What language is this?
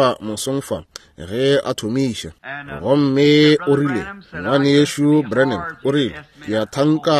Northern Sotho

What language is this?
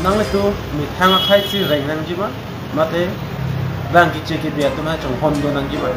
Karbi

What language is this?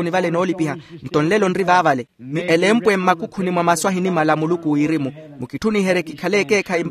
Makhuwa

